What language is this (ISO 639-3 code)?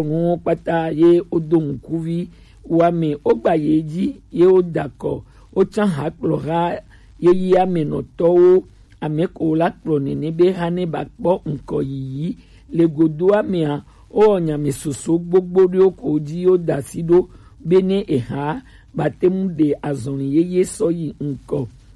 gej